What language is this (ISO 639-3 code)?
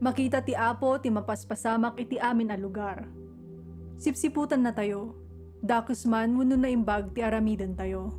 ilo